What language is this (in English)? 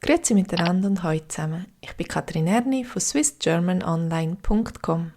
Swiss German